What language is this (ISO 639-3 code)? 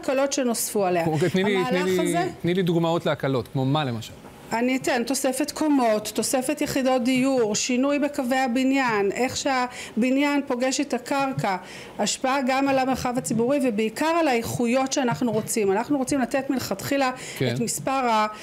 heb